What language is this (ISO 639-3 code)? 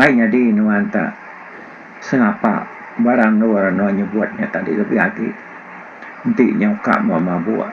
iba